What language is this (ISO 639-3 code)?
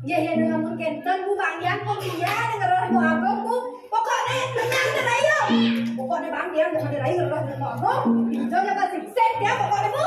ban